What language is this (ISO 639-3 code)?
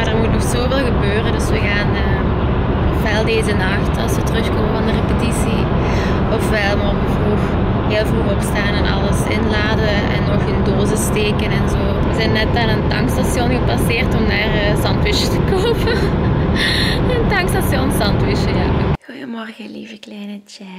nld